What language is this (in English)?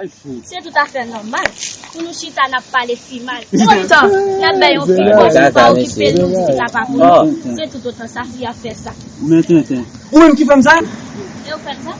Haitian Creole